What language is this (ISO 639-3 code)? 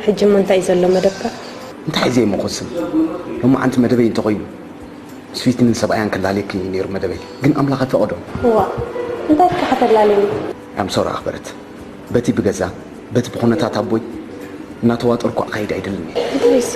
tir